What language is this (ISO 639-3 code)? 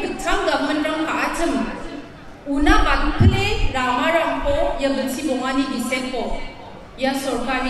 grt